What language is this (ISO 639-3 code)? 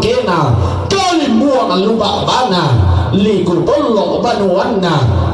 sda